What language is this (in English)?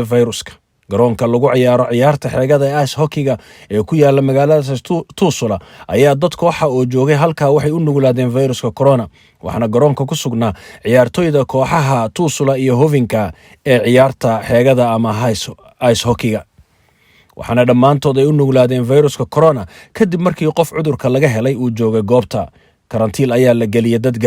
Somali